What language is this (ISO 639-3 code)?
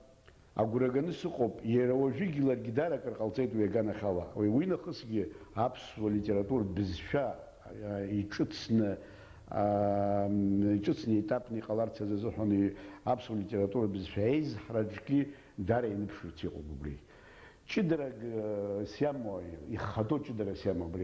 abk